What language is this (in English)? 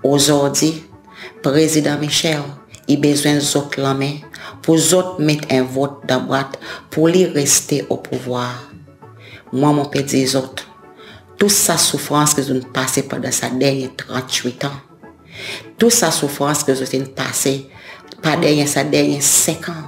Seselwa Creole French